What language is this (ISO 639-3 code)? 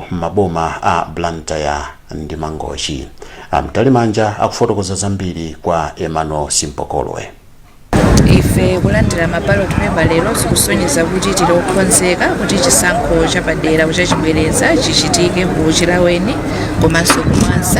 nya